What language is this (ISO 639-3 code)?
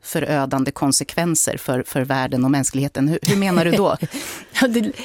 swe